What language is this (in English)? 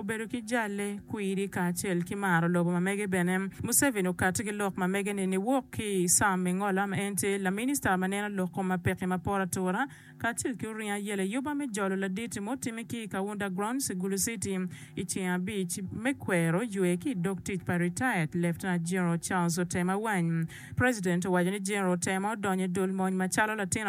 Acoli